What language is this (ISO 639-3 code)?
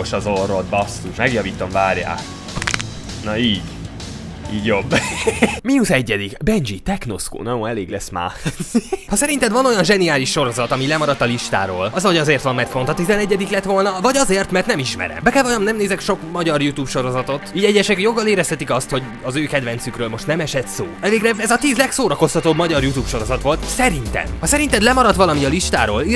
hun